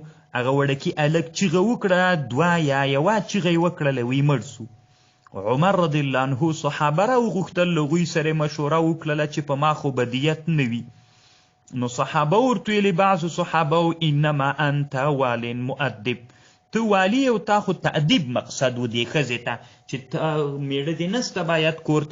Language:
Pashto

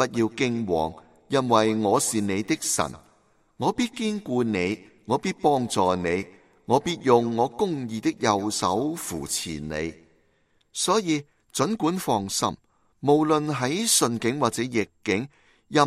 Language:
Cantonese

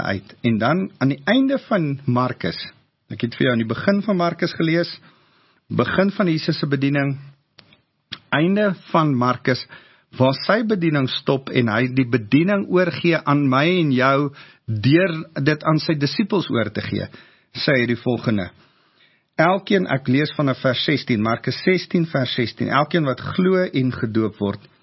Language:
Afrikaans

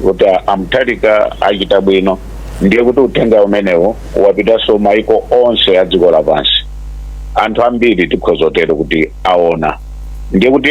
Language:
Nyanja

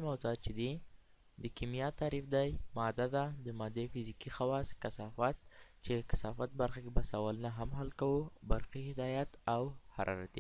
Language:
Pashto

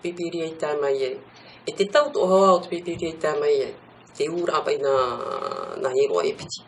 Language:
Tahitian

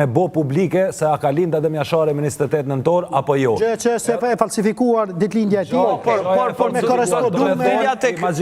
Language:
Albanian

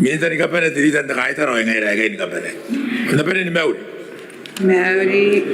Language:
Gilbertese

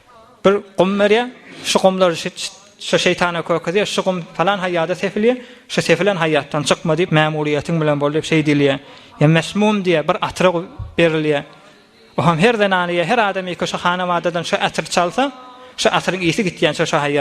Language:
Turkmen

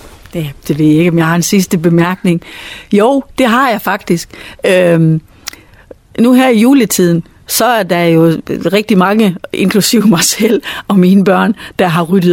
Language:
Danish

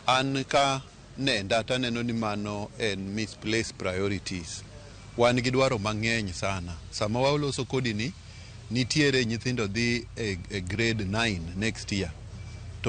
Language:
Luo (Kenya and Tanzania)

